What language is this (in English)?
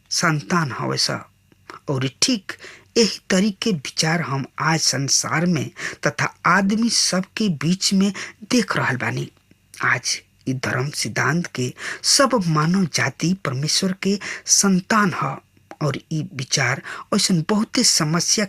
Bhojpuri